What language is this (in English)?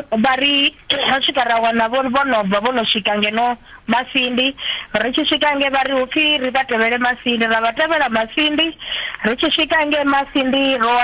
Venda